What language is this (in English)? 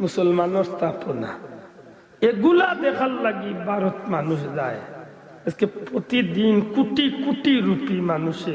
Sylheti